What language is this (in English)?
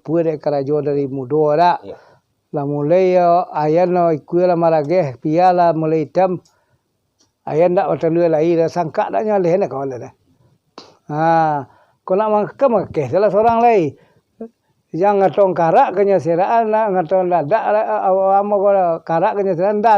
Minangkabau